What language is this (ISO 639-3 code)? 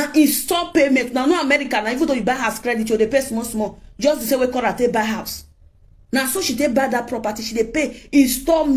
pcm